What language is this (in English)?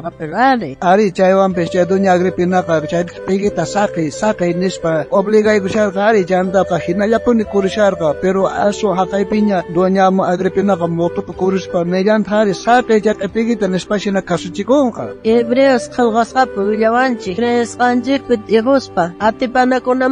South Bolivian Quechua